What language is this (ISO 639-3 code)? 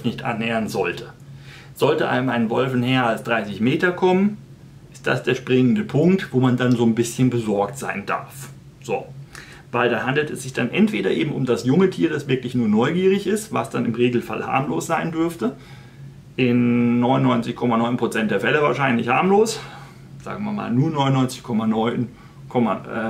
deu